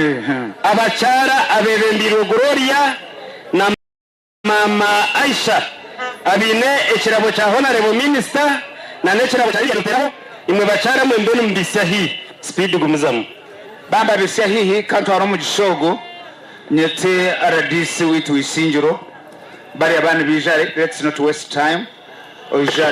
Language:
Nyankole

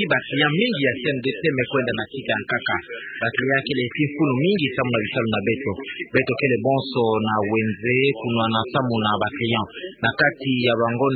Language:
Kituba (Democratic Republic of Congo)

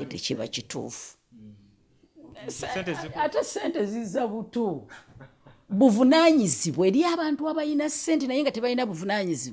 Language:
Ganda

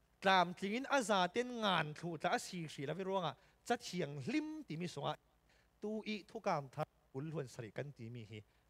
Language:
Falam Chin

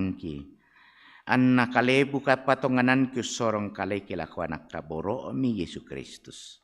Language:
Toraja-Sa'dan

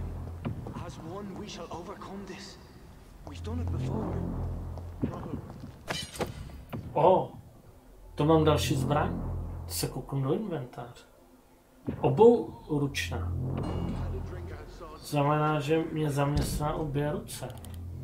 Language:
Czech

